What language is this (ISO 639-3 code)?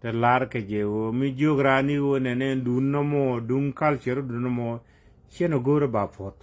nus